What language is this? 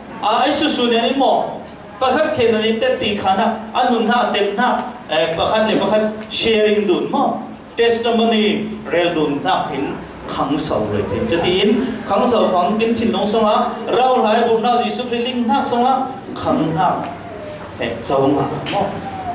Falam Chin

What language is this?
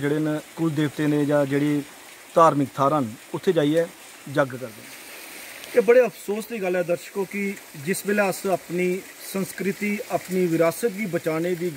Dogri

